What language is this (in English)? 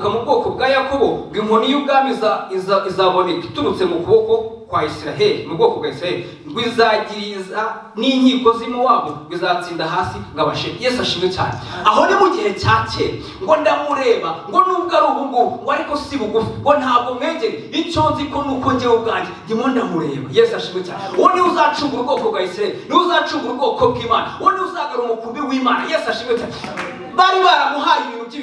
Kinyarwanda